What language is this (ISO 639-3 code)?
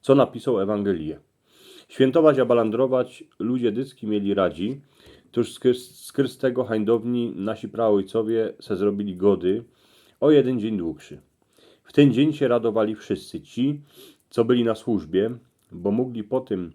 szl